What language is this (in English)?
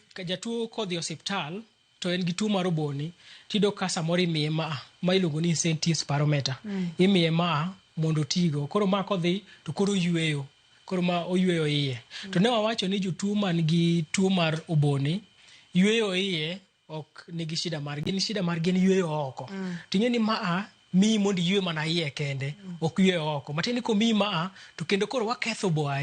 Luo (Kenya and Tanzania)